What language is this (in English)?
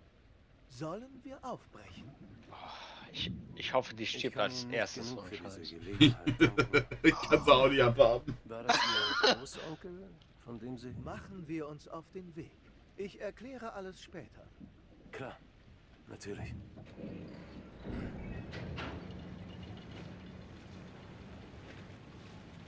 German